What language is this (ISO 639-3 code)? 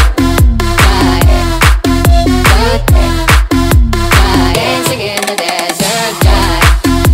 vie